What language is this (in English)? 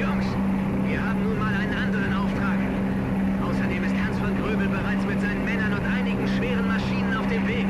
Bavarian